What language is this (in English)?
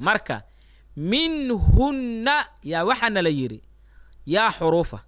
Somali